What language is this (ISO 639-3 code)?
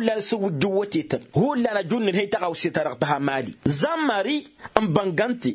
taq